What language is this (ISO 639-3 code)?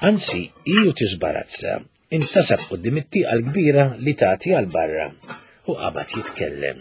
mlt